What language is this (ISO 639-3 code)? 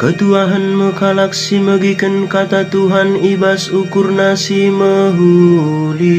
btx